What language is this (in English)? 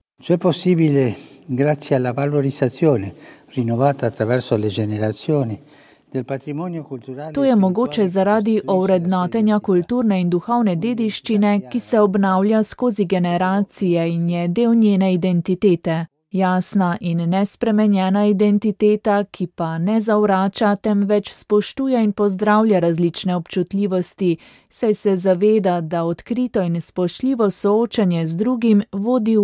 Slovenian